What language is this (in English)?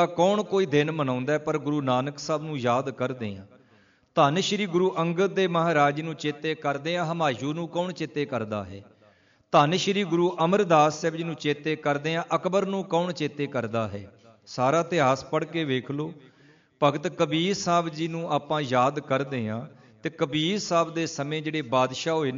Punjabi